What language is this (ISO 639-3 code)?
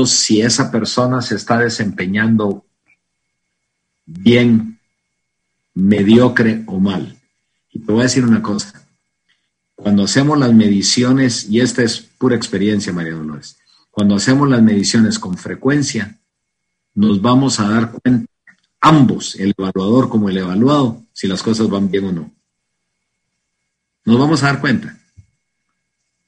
spa